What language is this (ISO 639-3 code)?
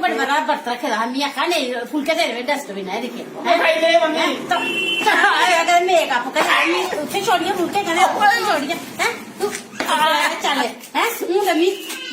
doi